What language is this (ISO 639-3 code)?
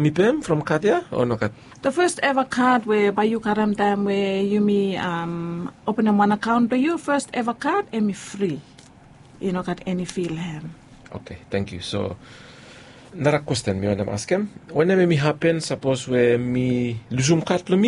bis